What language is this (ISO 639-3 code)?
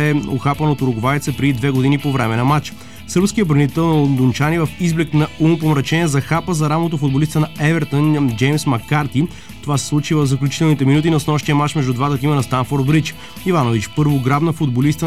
bul